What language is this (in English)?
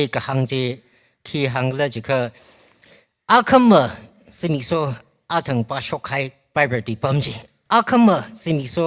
Tangkhul Naga (India)